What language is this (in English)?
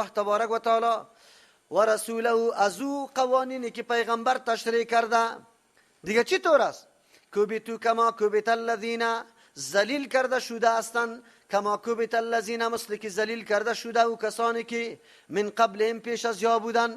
Persian